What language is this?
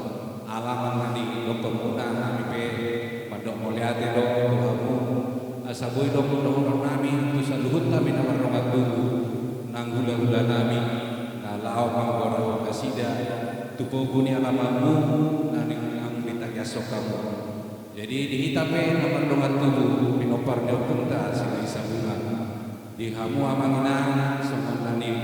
Batak Toba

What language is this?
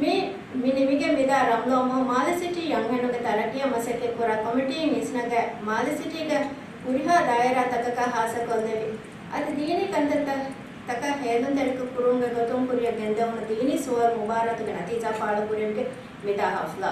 Divehi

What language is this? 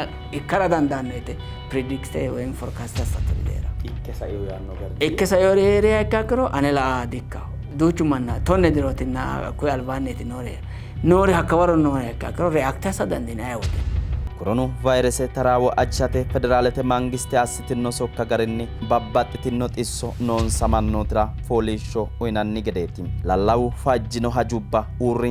Sidamo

